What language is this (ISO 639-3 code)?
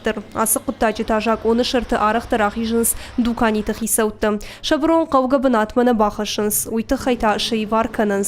oss